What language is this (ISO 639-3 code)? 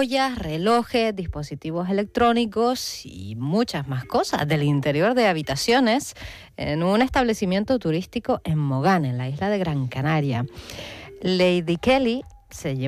spa